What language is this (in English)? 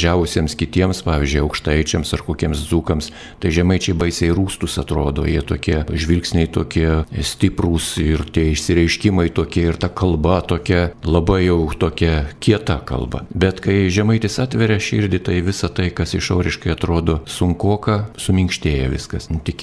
Lithuanian